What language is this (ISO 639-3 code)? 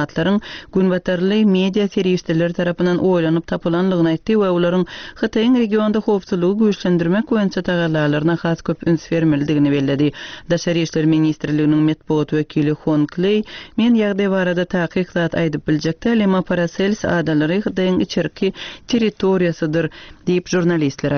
tuk